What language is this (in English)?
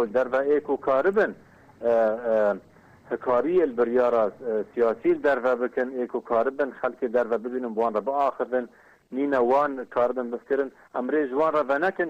Kurdish